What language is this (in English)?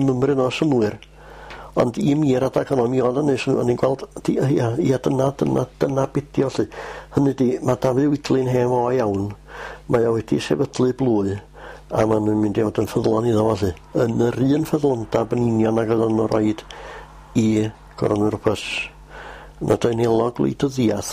Welsh